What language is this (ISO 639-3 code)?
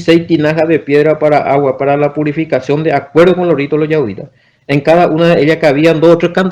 grn